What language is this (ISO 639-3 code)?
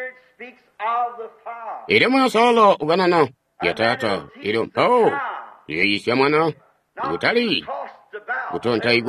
toi